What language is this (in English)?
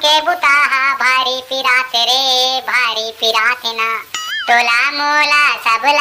Chhattisgarhi